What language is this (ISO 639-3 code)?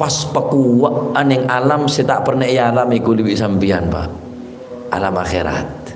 mad